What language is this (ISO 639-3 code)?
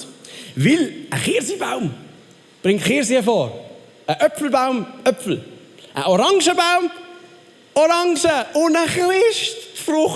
gsw